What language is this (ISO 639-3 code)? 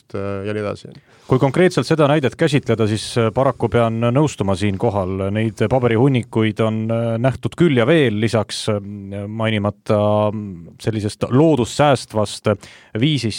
est